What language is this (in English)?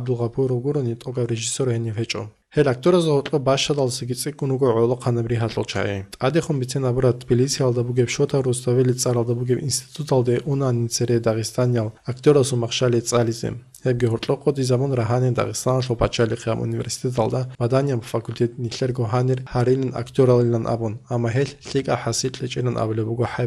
Avaric